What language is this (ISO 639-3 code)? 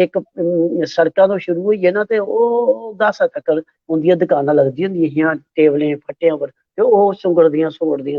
doi